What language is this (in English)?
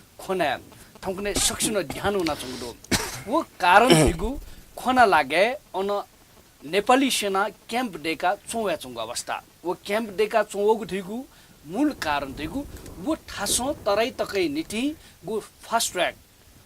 Newari